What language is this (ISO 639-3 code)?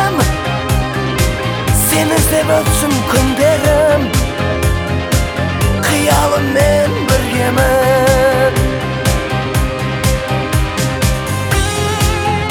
kaz